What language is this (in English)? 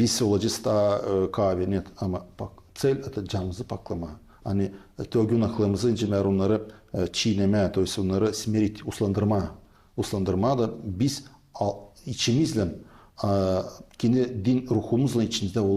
Gagauz